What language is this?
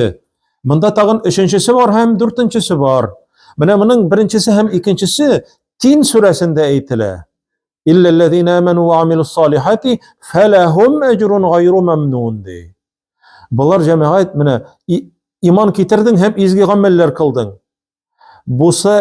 Tatar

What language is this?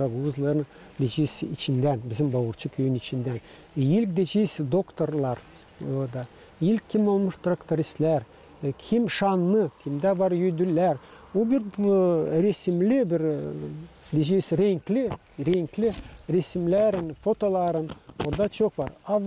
Gagauz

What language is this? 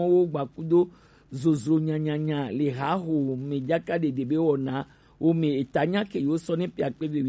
Gen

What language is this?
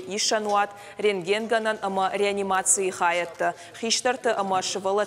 Ossetic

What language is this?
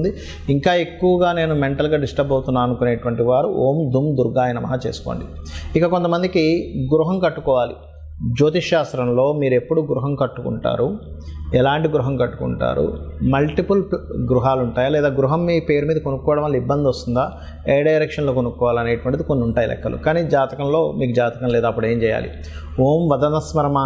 Telugu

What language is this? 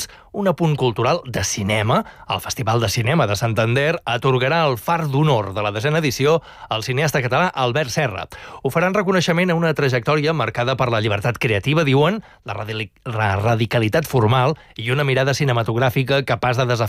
Catalan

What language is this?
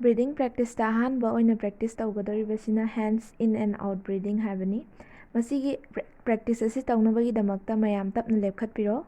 Manipuri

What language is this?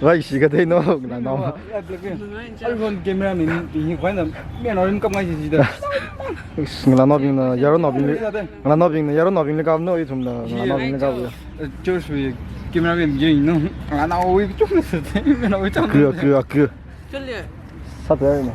Tangkhul Naga (India)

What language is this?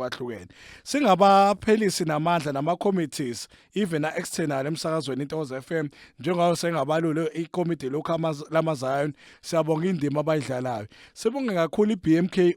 Zulu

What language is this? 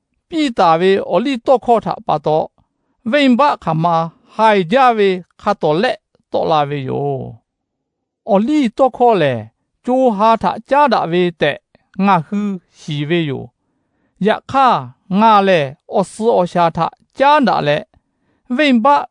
Lahu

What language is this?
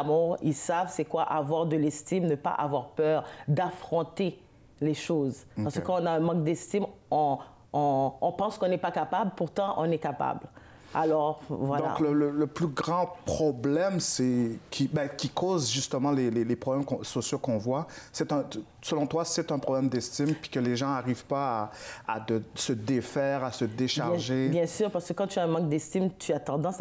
French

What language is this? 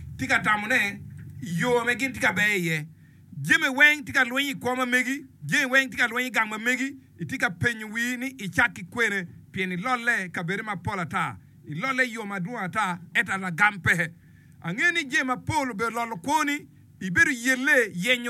Acoli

